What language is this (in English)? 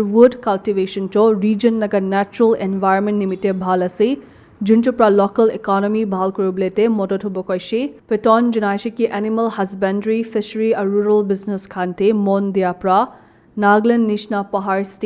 Naga Pidgin